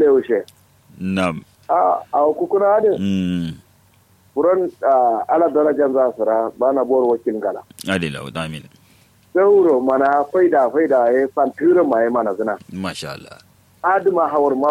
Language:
Kanuri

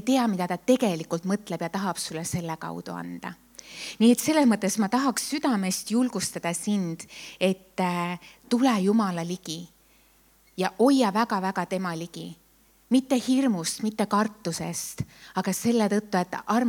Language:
Estonian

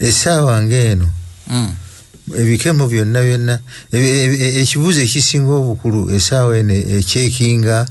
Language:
Ganda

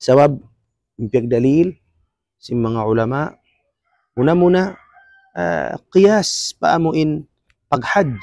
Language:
Tausug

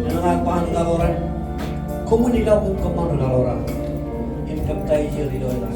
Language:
Marshallese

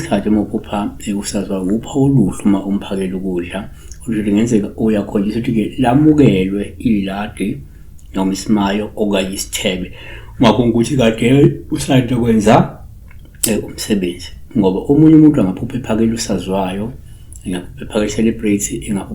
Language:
Zulu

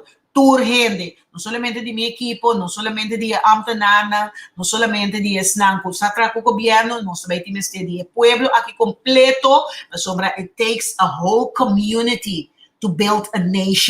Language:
Papiamento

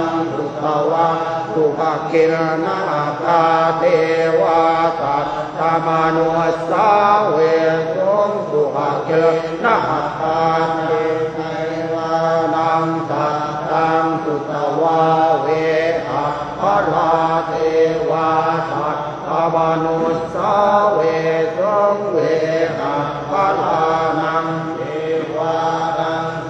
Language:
Pali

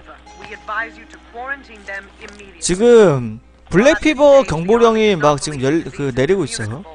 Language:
Korean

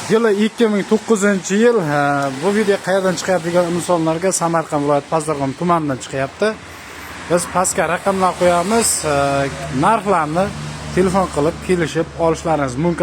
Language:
Uzbek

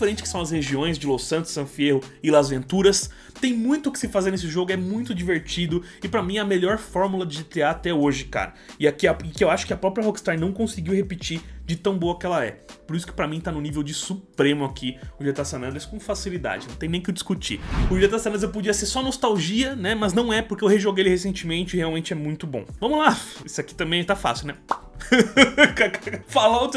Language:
Portuguese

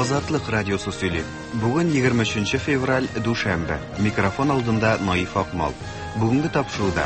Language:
Tatar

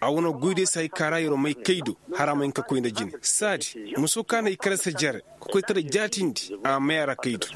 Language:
Koyraboro Senni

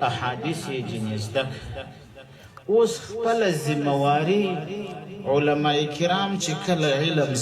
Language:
Pashto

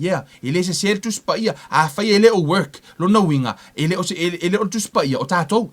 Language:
Samoan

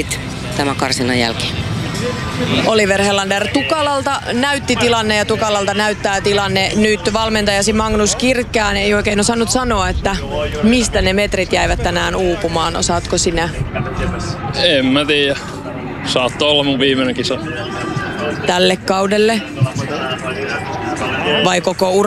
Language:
Finnish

